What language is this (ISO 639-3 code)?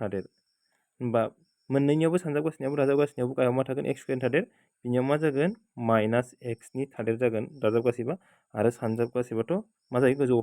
brx